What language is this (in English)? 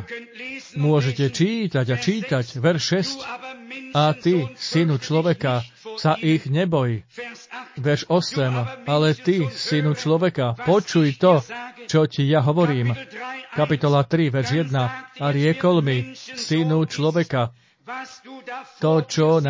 Slovak